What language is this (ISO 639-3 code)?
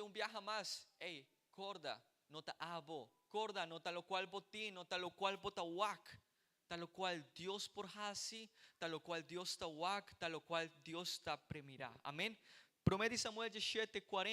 pap